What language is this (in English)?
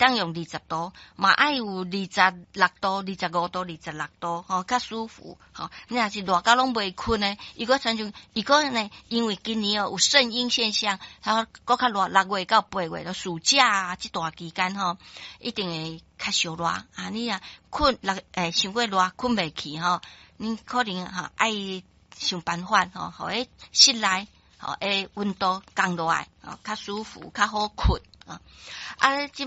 Min Nan Chinese